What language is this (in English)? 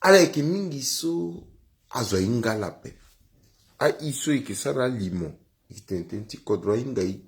Sango